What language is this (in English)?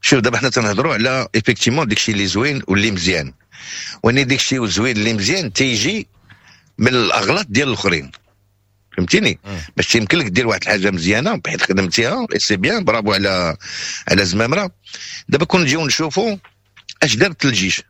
Moroccan Arabic